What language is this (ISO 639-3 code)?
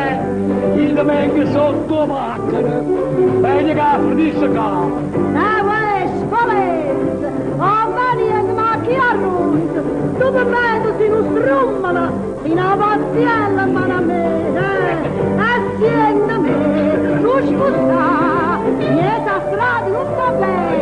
nap